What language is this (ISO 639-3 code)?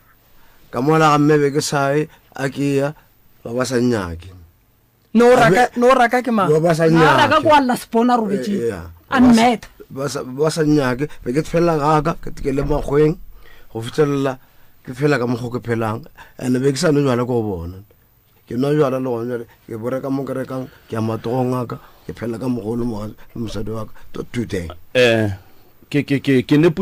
nso